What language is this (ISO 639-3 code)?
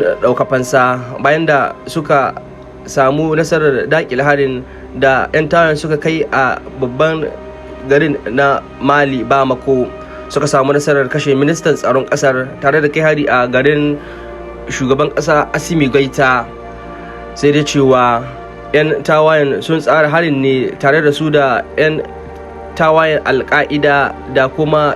hau